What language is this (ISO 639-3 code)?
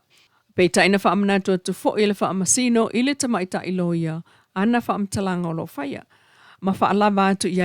smo